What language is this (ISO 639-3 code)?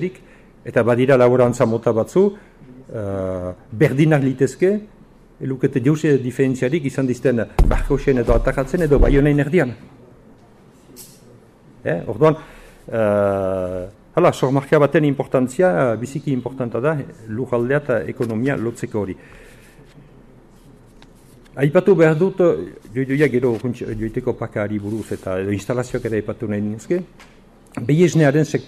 eus